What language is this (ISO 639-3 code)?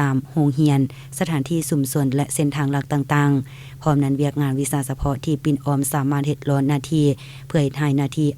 lao